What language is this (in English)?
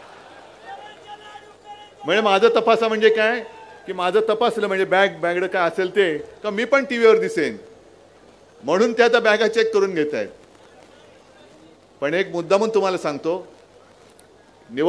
Marathi